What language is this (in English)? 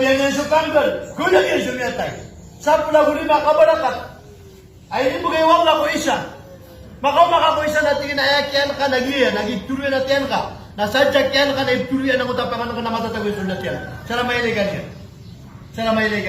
Maranao